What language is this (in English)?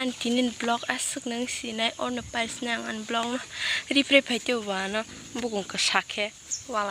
Kok Borok